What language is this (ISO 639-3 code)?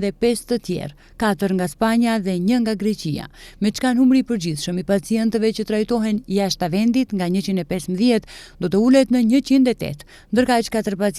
sqi